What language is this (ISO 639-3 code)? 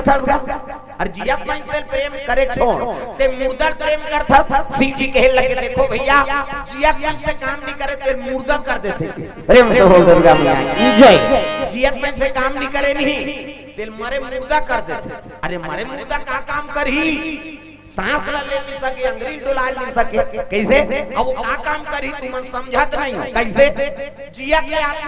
hne